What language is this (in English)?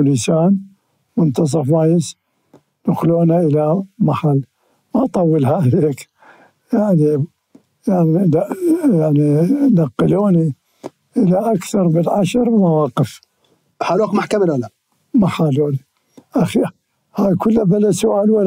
Mesopotamian Arabic